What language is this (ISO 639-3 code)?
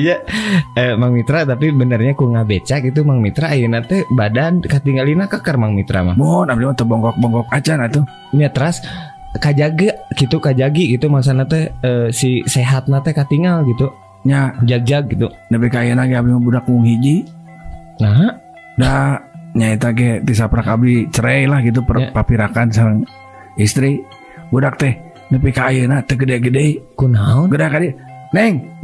sun